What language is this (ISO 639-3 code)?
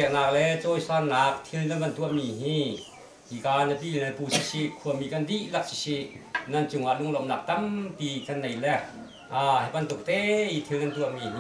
cnh